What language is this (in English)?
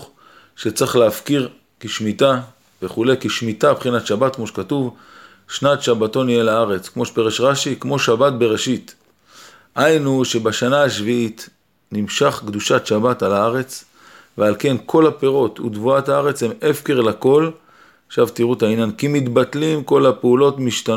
Hebrew